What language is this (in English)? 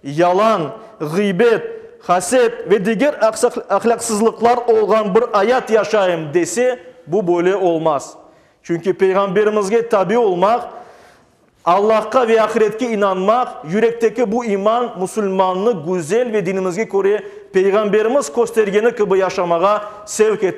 Crimean Tatar